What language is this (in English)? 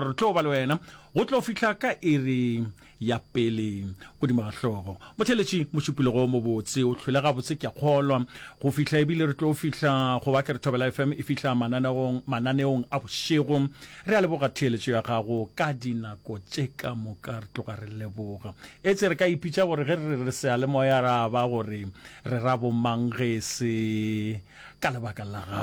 Northern Sotho